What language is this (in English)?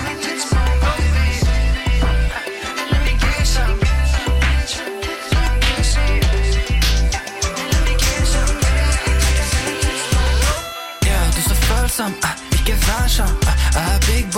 Norwegian